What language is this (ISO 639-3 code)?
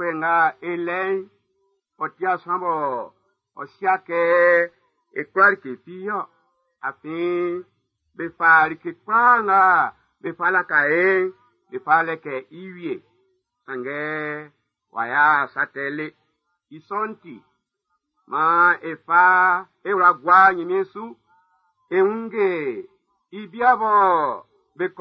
bci